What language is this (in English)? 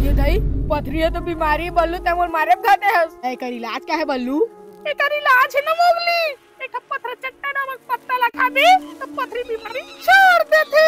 Chhattisgarhi